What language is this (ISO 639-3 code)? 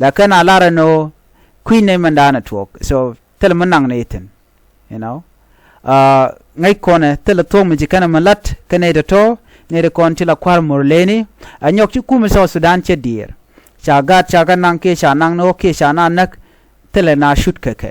nus